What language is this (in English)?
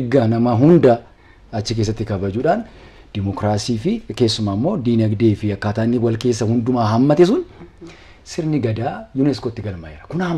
Oromo